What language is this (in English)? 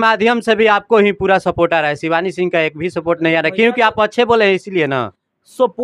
Bhojpuri